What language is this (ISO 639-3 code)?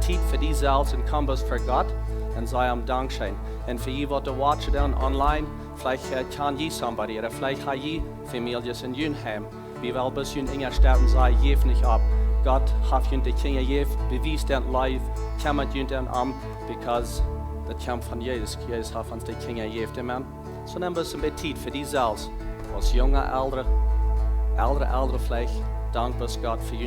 pdt